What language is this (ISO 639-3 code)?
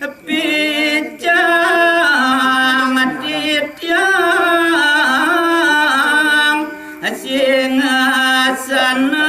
ban